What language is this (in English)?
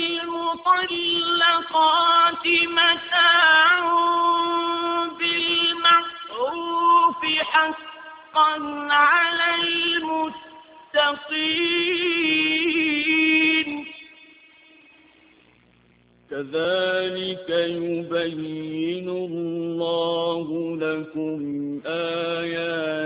Arabic